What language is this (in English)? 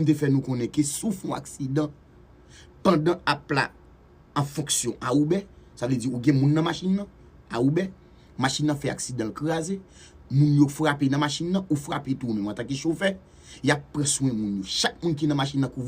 Haitian Creole